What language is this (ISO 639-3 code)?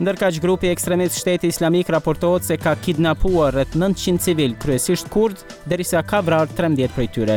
sqi